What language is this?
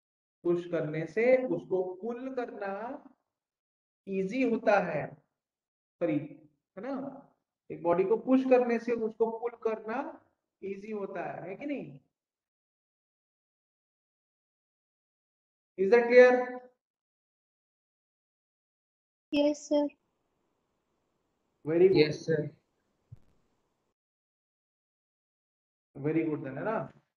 Hindi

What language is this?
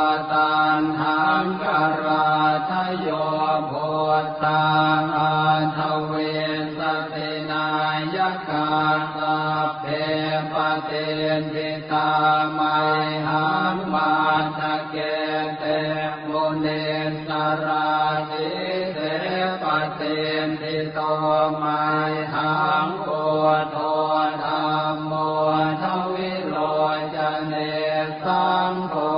Pali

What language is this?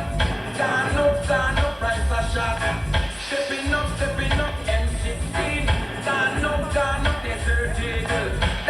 Jamaican Creole English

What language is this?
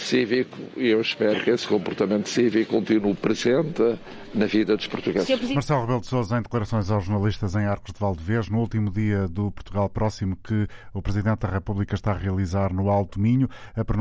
Portuguese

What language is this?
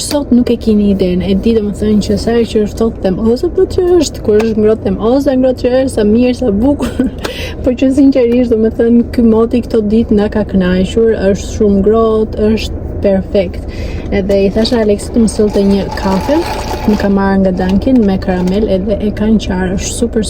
Albanian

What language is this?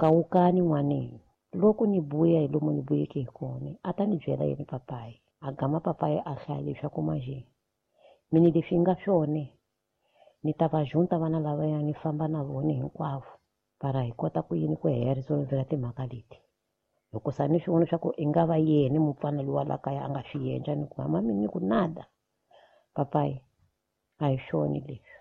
Tsonga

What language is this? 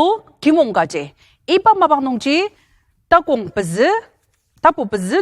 Ao Naga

